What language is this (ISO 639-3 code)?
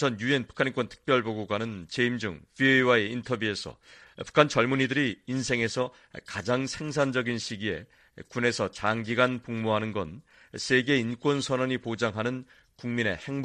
kor